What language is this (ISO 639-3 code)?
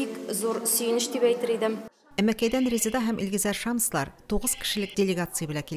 tat